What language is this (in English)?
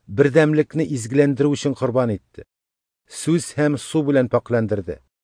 Tatar